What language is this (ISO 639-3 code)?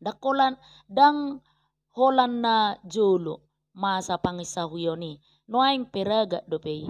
bbc